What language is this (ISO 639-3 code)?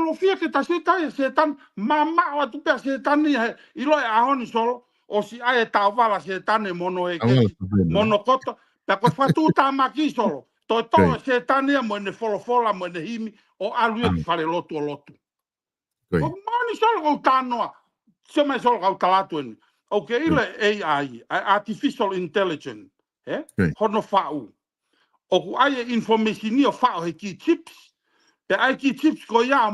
ton